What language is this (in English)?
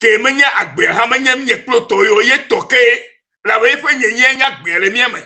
Ewe